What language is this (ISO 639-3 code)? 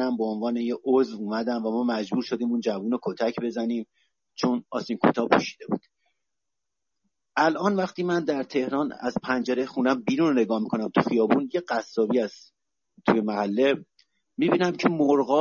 fas